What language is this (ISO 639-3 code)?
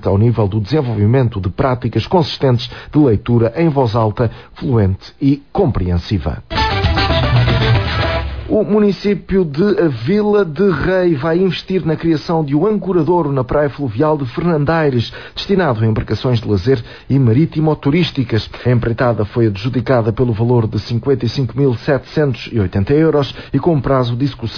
por